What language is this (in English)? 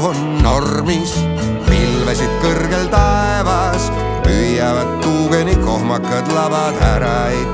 Estonian